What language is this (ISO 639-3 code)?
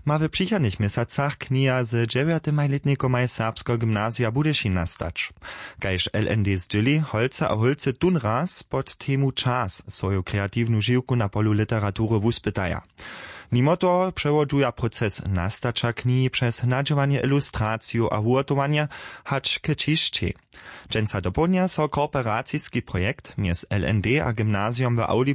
hsb